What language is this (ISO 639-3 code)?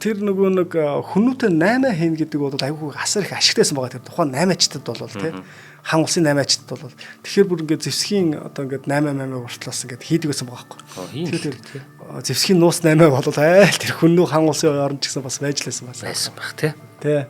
mon